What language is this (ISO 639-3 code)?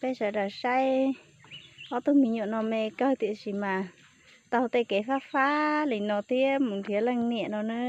hmn